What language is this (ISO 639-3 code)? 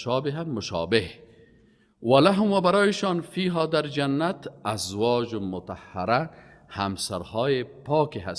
fas